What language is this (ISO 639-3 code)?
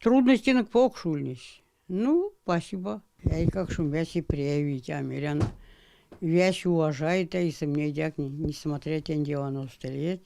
myv